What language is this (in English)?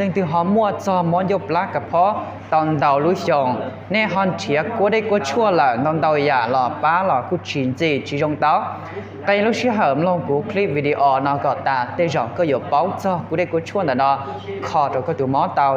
Hmong